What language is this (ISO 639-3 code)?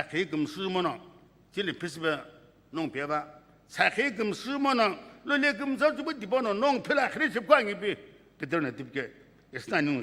nsm